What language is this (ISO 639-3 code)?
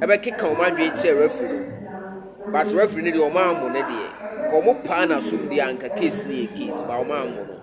aka